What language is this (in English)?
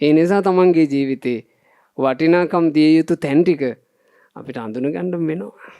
Sinhala